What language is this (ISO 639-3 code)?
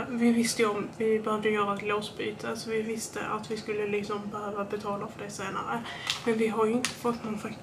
swe